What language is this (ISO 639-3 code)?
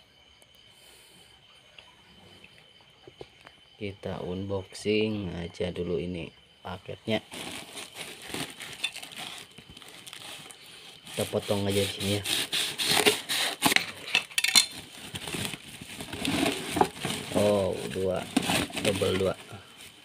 ind